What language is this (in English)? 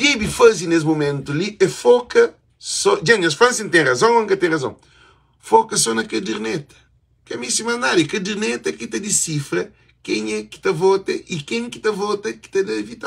Kabuverdianu